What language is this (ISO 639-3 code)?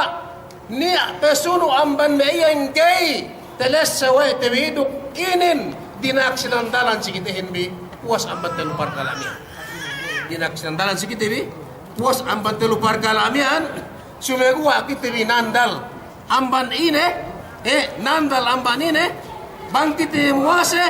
yka